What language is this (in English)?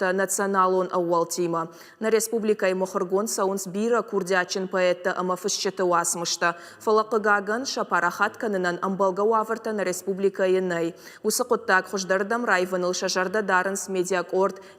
Ossetic